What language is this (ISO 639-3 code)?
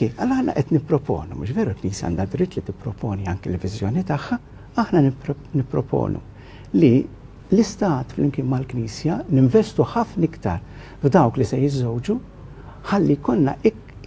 mlt